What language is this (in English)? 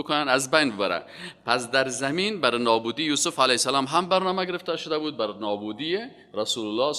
Persian